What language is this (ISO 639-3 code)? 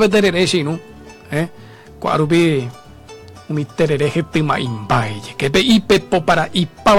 grn